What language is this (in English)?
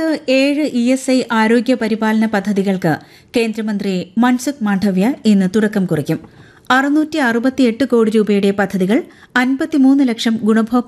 Malayalam